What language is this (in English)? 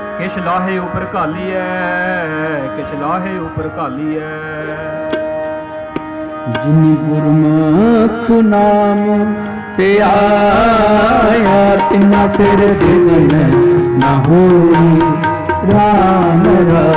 Punjabi